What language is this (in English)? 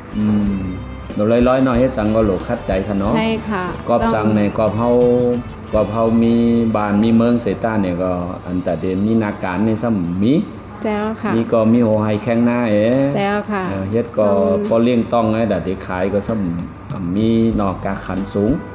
Shan